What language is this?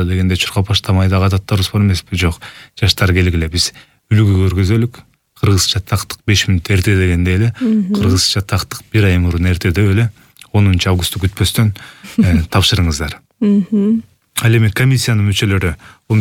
Kyrgyz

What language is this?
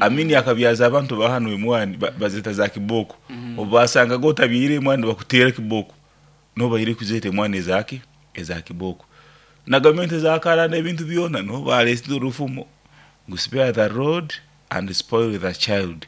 Nyoro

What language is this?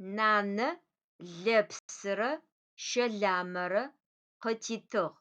Adyghe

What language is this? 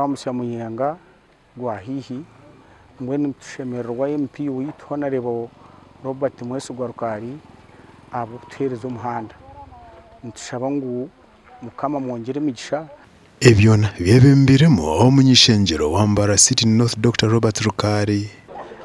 Nyankole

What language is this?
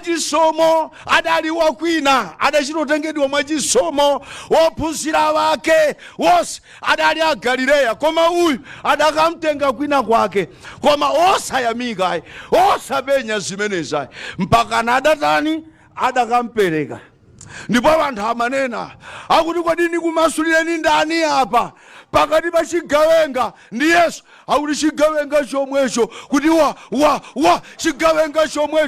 Nyanja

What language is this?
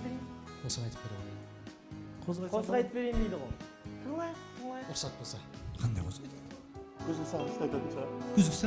Kara-Kalpak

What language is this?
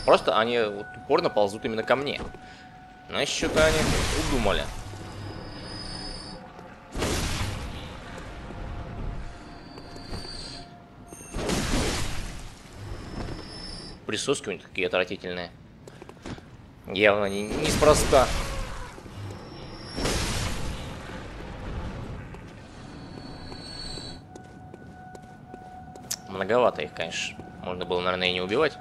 Russian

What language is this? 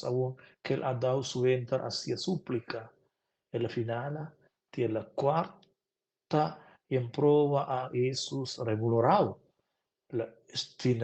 Romansh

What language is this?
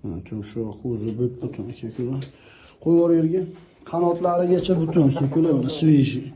Uzbek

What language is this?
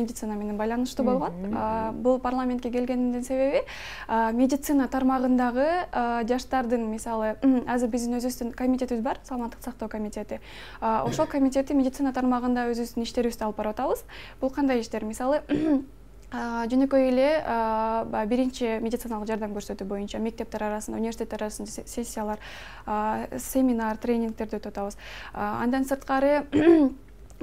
Kyrgyz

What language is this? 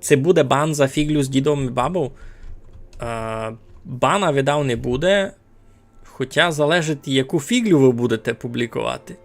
Rusyn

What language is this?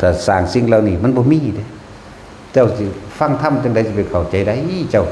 Northeastern Thai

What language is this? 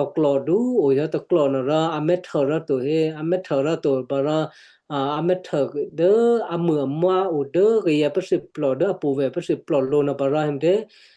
Western Kayah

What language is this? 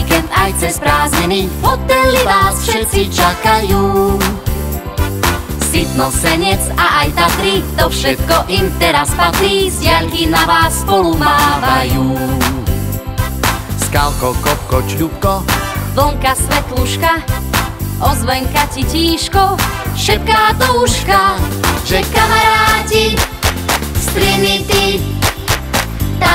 Slovak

